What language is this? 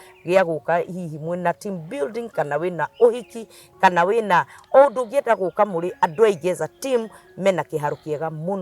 Kikuyu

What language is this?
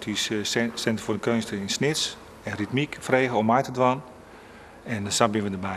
Western Frisian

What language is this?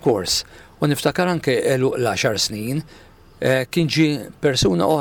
Maltese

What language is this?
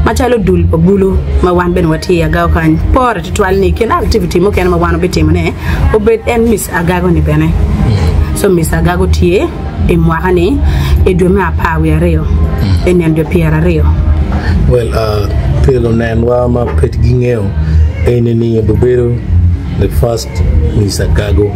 Acoli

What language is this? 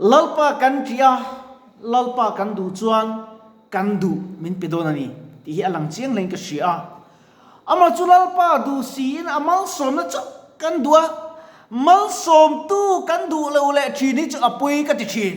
Mizo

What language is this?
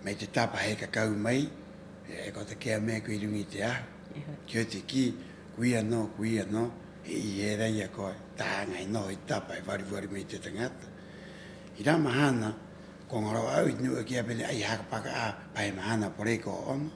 Rapanui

